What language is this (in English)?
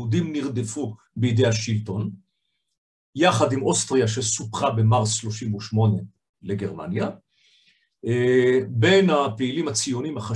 Hebrew